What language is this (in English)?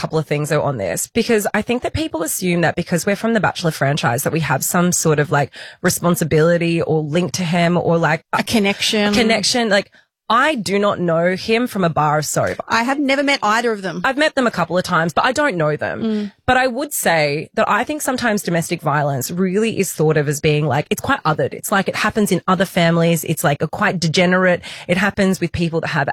English